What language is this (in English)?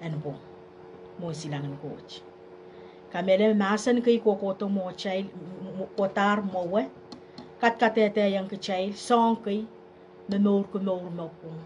Pohnpeian